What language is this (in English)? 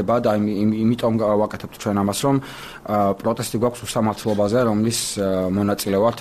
Georgian